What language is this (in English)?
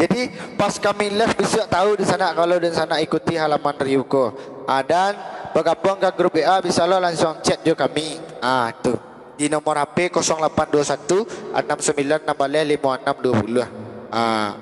Minangkabau